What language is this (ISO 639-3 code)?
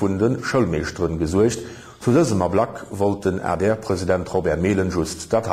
ltz